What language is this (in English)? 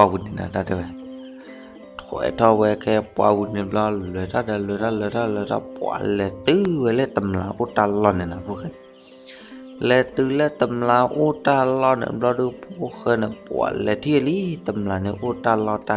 S'gaw Karen